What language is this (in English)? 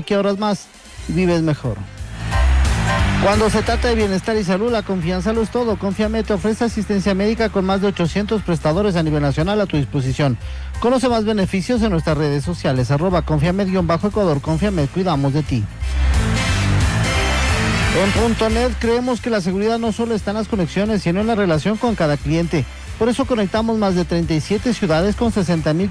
Spanish